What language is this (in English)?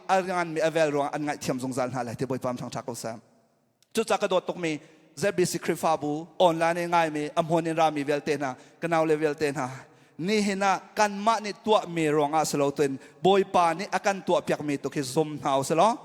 Hakha Chin